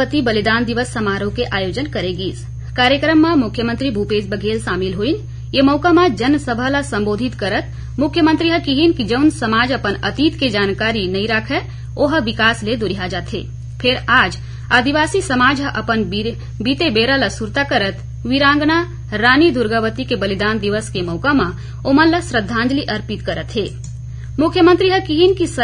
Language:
Chhattisgarhi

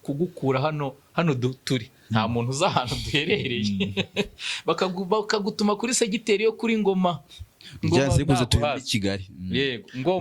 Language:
Kinyarwanda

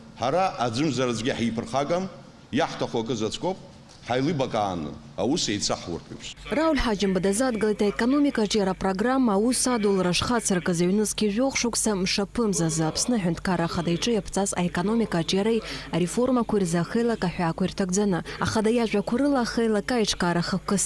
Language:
Abkhazian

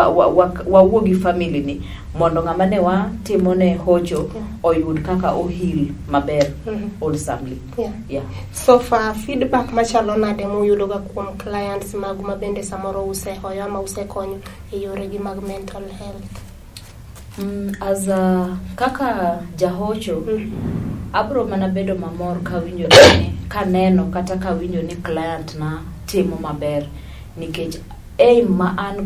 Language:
Luo (Kenya and Tanzania)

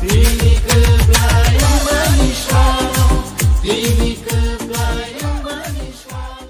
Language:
Kok Borok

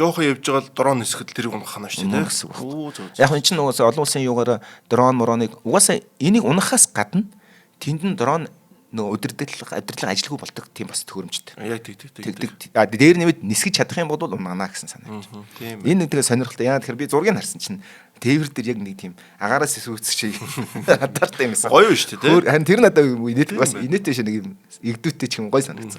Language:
Mongolian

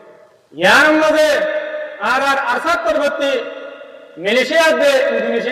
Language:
Rohingya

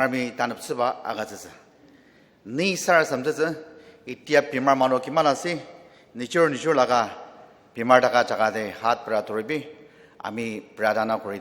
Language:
Ao Naga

